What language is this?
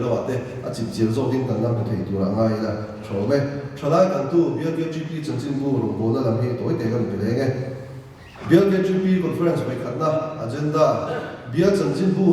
Mizo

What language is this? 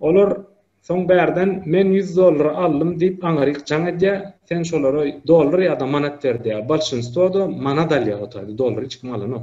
Turkmen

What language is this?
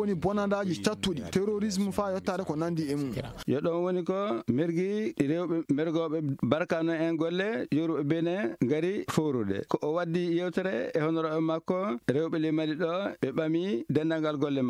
Fula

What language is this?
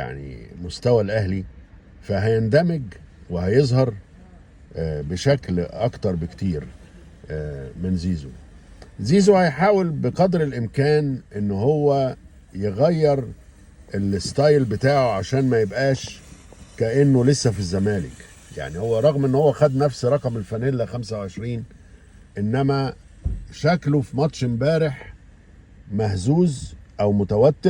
Egyptian Arabic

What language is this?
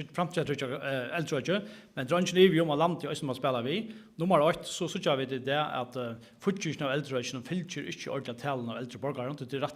Faroese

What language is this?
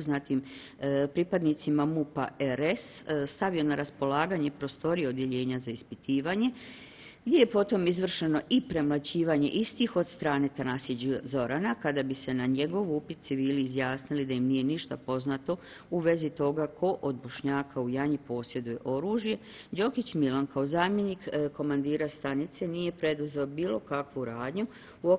Bosnian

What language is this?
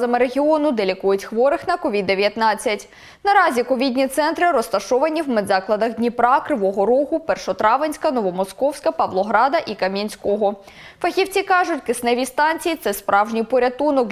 Ukrainian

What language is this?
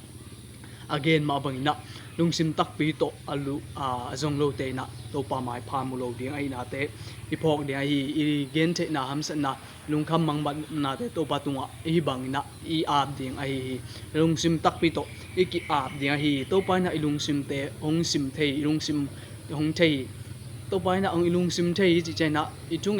Tedim Chin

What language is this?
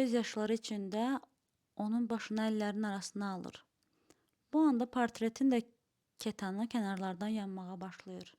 Azerbaijani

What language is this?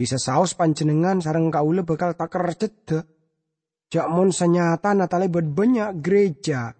Madurese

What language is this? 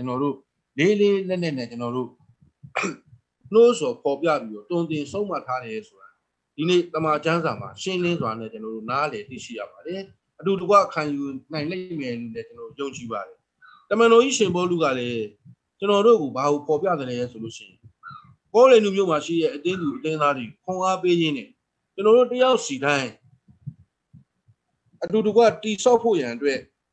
Burmese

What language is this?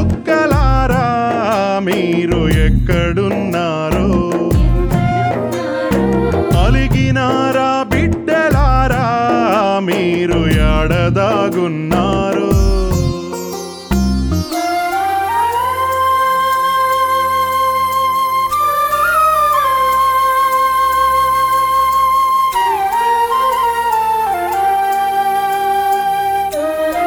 Telugu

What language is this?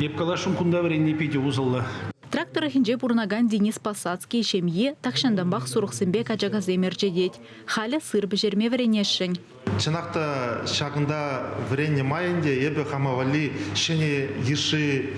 Chuvash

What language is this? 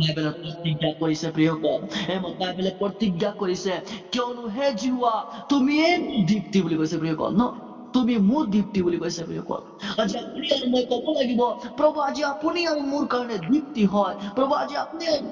Assamese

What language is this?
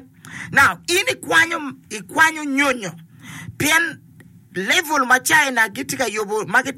Acoli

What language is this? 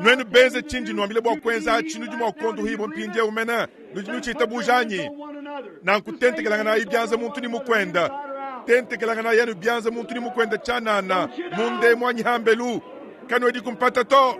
Luba-Lulua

